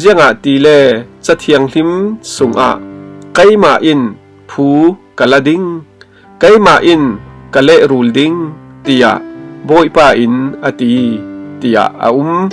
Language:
Falam Chin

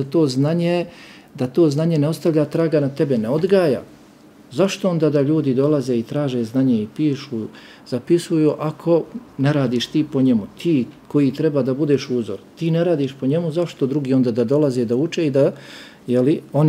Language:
Bosnian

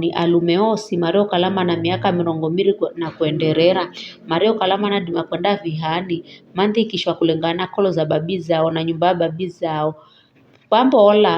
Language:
Giryama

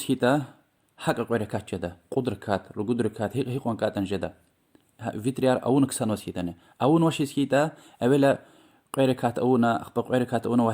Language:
Lezghian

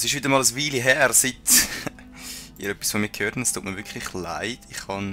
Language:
Swiss German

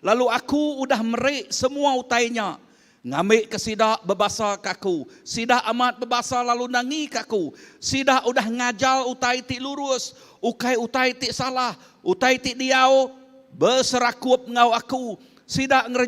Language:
Iban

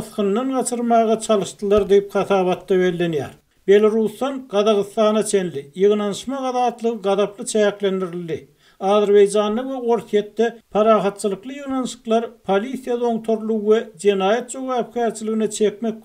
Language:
Turkmen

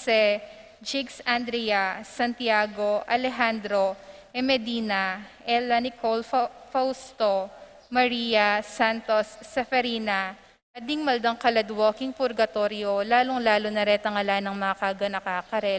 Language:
Pampanga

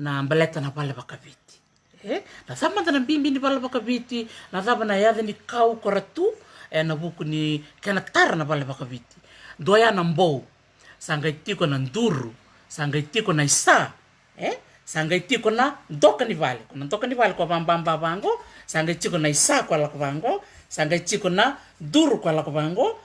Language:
Fijian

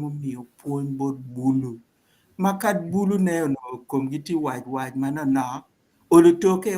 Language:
Acoli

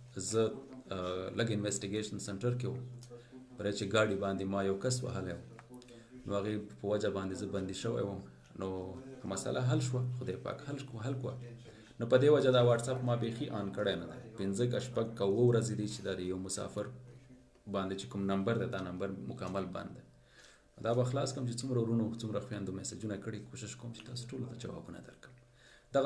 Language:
Pashto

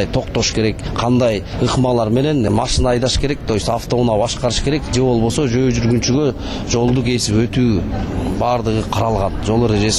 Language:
Kyrgyz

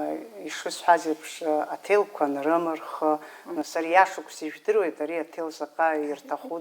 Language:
Abkhazian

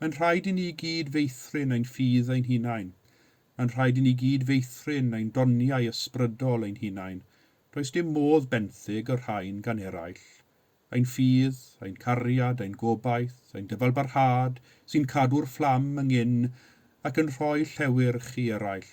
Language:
Welsh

